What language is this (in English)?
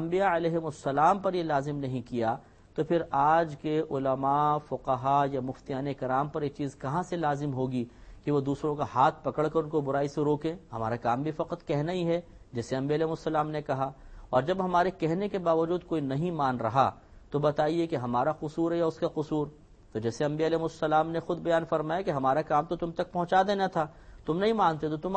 Urdu